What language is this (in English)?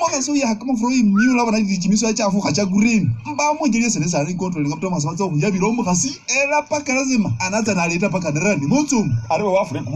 Masaaba